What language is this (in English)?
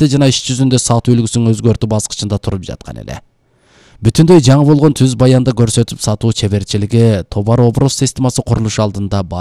Kyrgyz